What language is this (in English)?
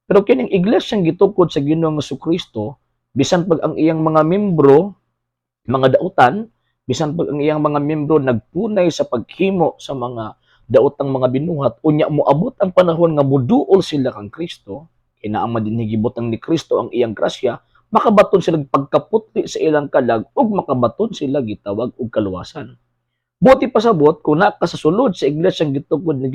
Cebuano